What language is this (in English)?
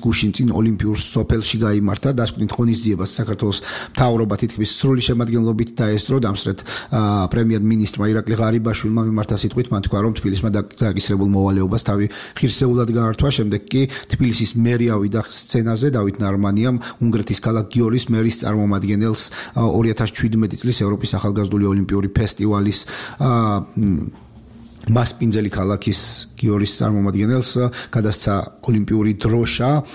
Georgian